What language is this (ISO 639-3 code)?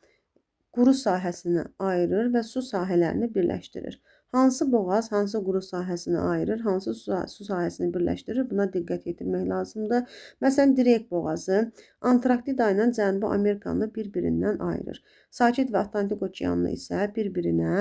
aze